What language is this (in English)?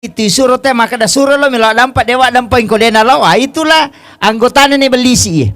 Buginese